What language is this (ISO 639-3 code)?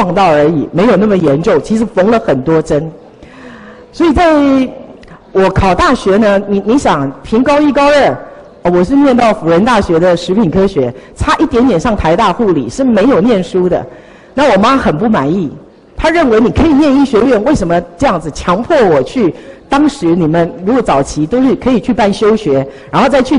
zho